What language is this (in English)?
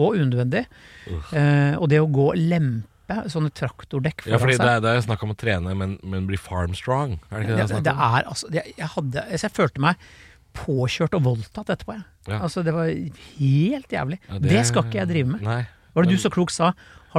Norwegian